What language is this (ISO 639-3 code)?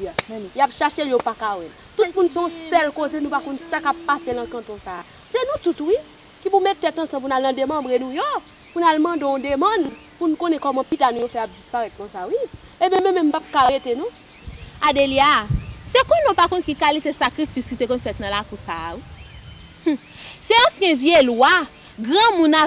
hat